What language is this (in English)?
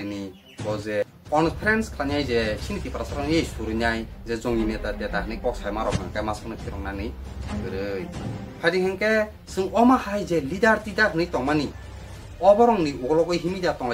Kok Borok